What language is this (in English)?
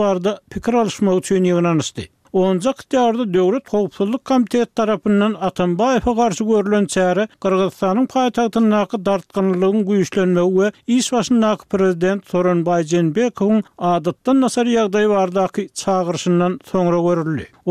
Turkmen